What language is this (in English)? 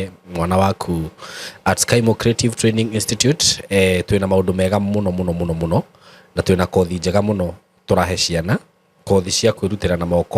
Kikuyu